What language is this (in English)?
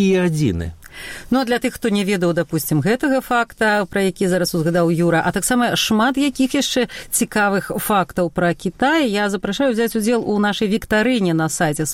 Belarusian